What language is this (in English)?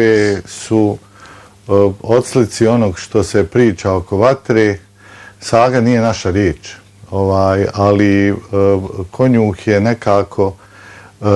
Bosnian